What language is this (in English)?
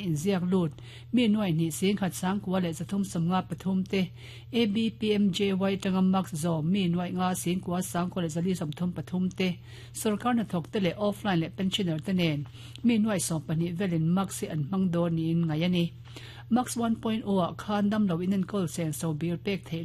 Mizo